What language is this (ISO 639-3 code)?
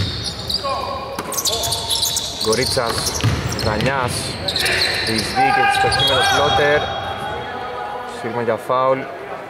ell